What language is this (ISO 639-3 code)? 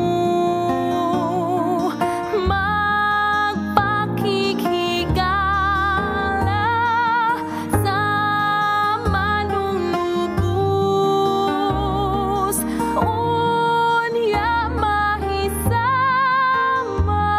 ceb